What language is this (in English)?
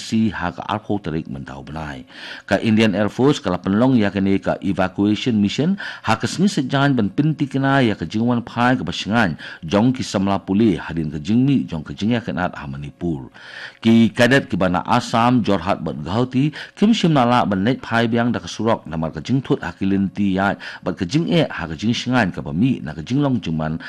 Khasi